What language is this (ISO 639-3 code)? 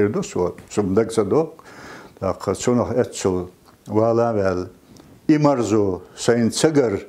che